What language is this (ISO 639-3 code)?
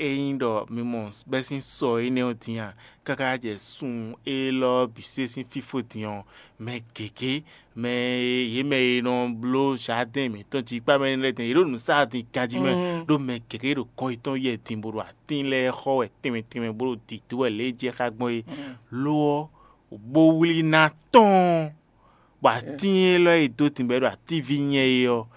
fon